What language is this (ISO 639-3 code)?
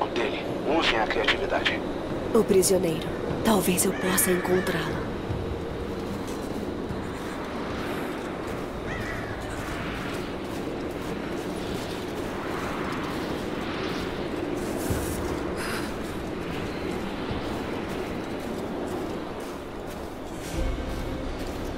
por